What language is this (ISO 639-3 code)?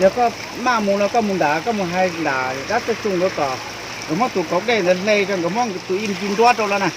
hmn